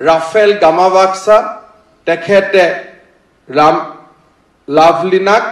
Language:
Assamese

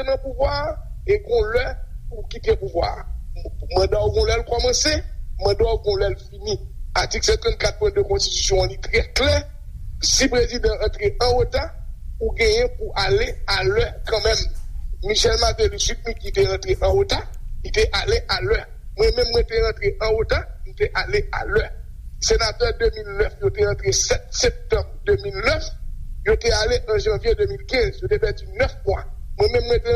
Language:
Haitian Creole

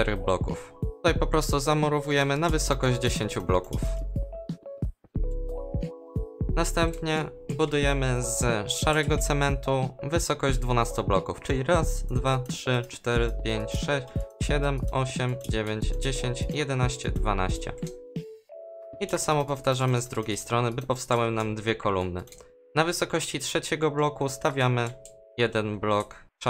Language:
Polish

